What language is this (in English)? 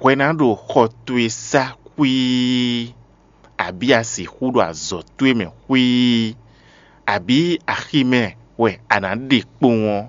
Fon